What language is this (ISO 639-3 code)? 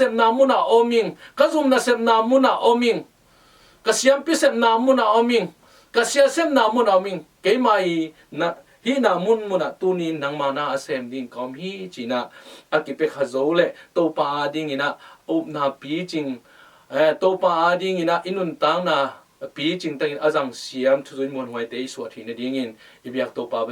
ctd